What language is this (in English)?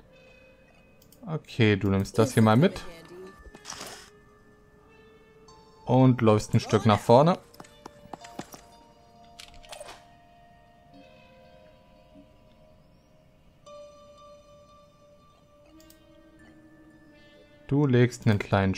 German